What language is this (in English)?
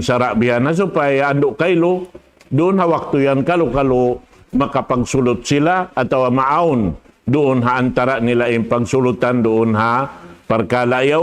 Tausug